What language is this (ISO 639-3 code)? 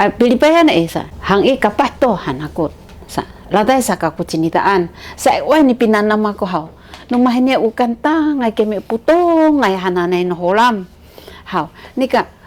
szy